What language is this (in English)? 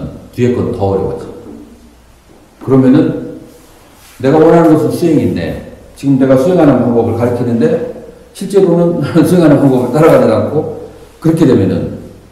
Korean